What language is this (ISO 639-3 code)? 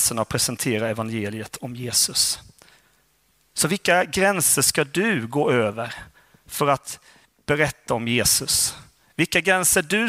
swe